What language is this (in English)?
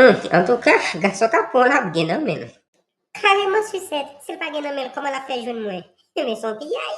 Haitian Creole